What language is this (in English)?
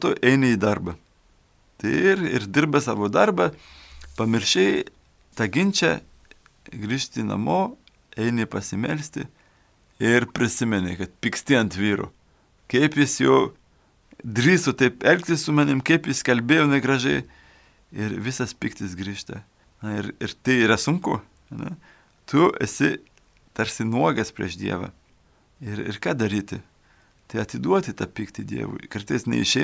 Lithuanian